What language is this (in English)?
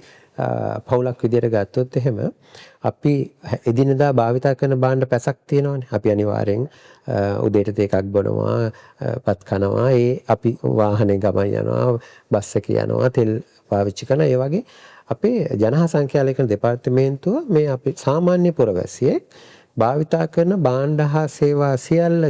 Sinhala